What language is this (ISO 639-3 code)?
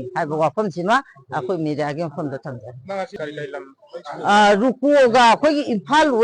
mni